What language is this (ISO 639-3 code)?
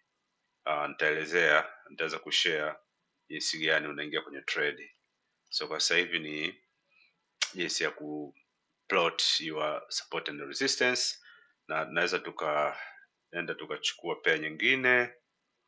swa